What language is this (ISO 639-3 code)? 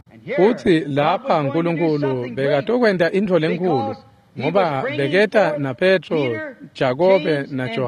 ssw